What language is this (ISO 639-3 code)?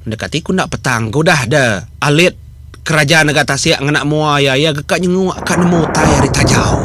iba